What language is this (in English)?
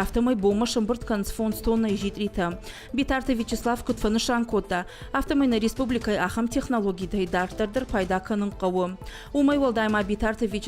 Ossetic